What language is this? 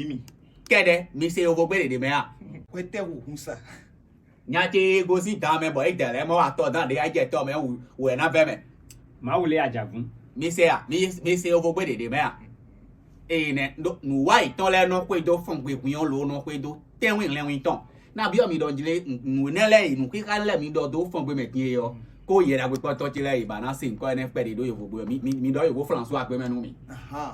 Fon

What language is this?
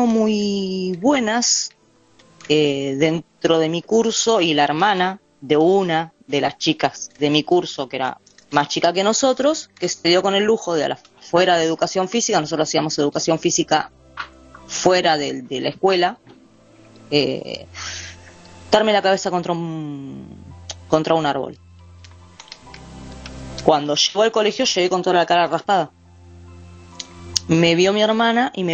Spanish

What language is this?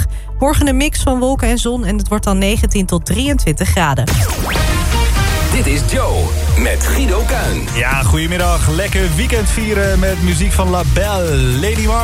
Dutch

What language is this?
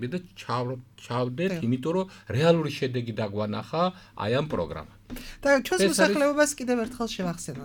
Georgian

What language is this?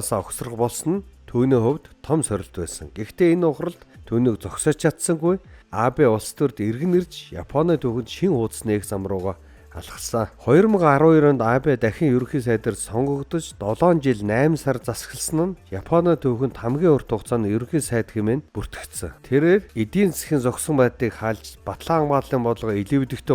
Mongolian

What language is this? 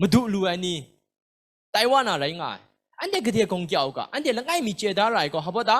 Kachin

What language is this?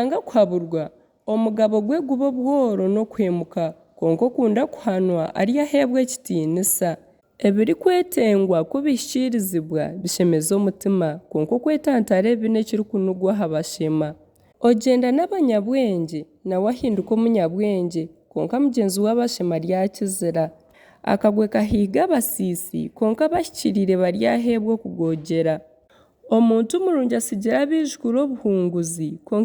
Nyankole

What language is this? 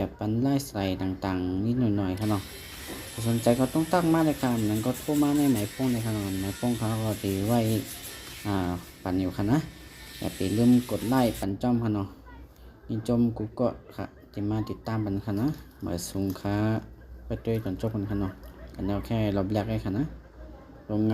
Shan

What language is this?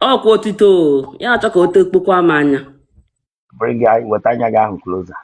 Igbo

